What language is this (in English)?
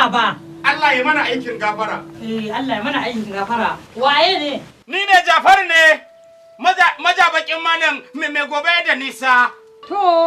Hausa